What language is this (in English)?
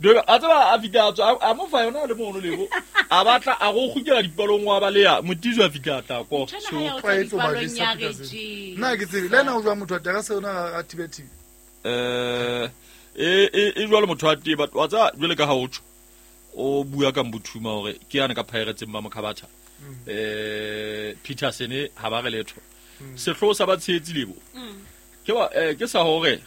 Southern Sotho